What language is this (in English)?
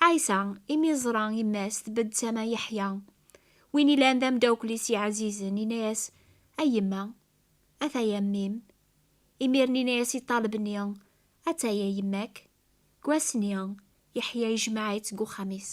Kabyle